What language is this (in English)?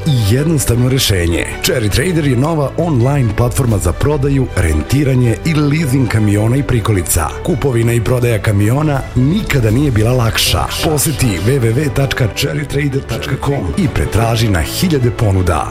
Serbian